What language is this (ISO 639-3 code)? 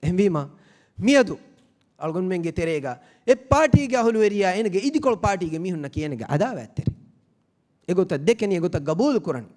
div